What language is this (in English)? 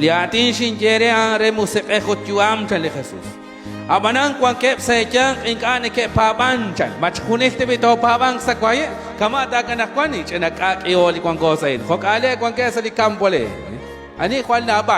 Kekchí